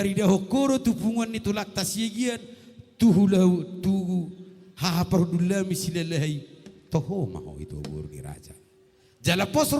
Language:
Batak Toba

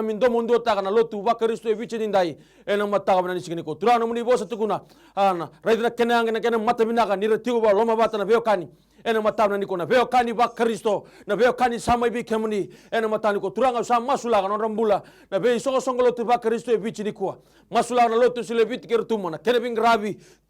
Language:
Fijian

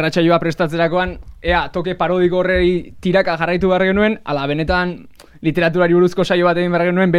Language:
Basque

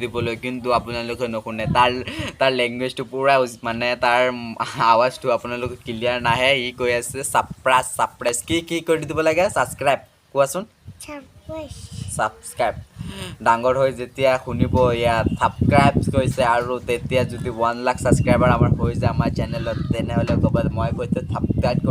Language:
Assamese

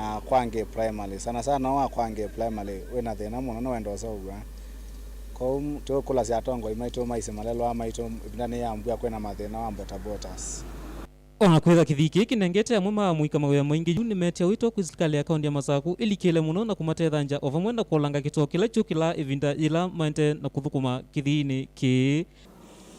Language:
Kamba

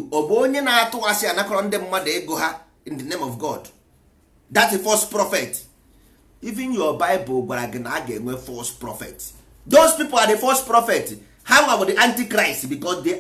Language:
Igbo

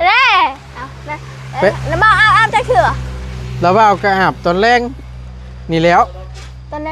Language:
Northeastern Thai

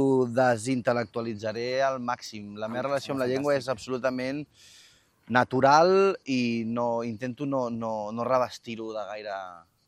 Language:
Catalan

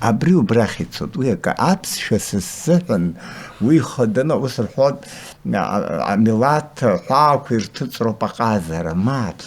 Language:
Abkhazian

